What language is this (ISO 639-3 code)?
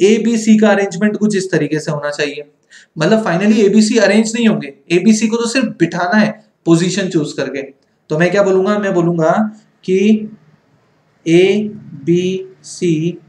hin